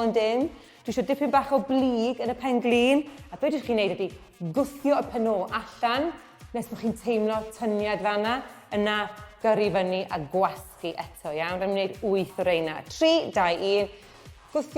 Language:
Welsh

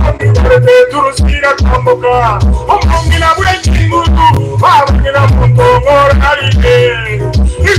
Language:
Gusii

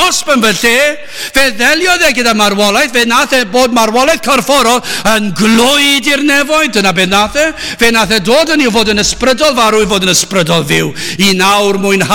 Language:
Welsh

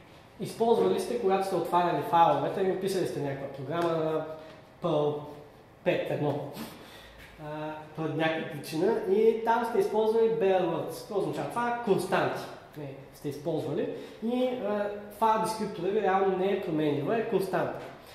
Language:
Bulgarian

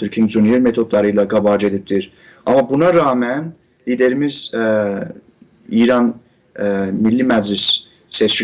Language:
South Azerbaijani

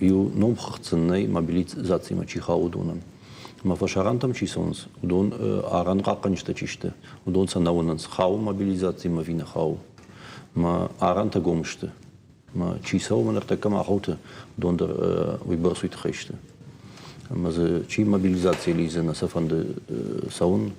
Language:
Ossetic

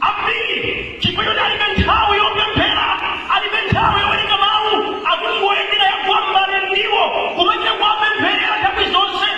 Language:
Nyanja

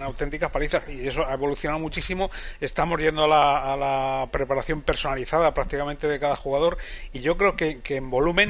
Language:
Spanish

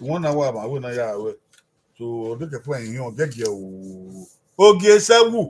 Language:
Bini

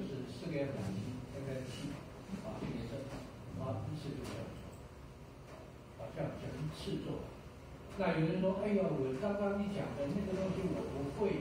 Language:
Chinese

